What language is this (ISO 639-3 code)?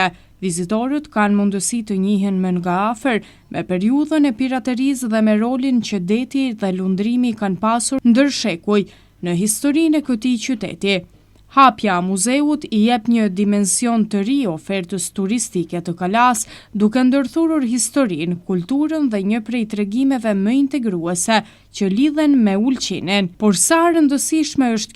sqi